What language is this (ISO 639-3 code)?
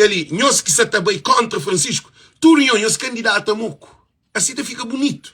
kea